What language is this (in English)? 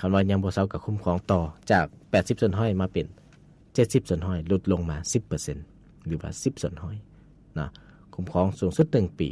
Lao